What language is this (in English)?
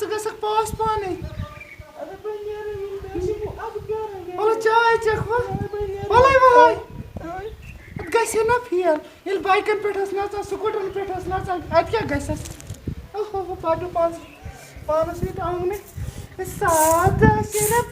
Kashmiri